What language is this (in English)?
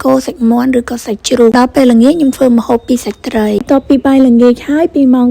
Khmer